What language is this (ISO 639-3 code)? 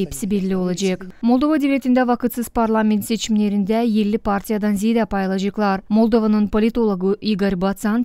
gag